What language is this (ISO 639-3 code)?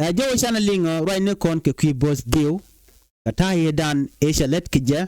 nus